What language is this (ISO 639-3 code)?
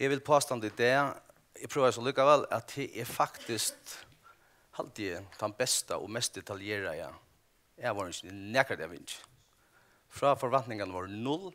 fao